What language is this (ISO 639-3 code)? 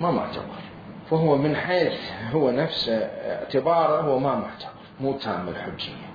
acm